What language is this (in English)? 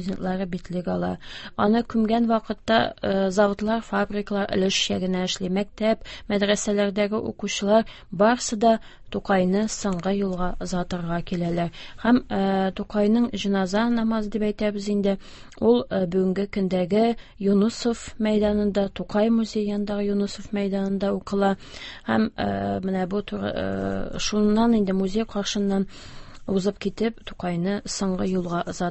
Tatar